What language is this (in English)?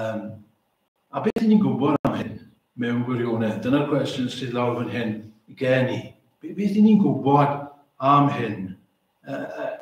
Welsh